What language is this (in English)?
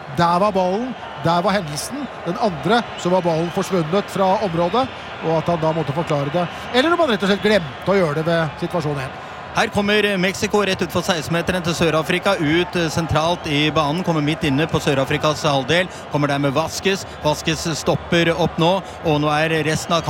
Norwegian